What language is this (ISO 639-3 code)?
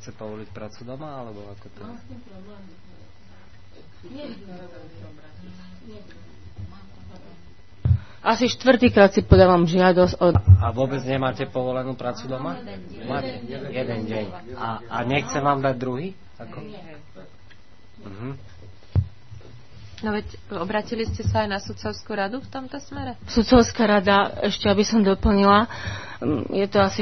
slk